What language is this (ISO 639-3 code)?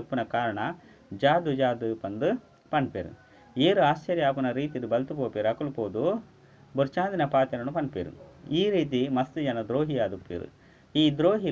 tcy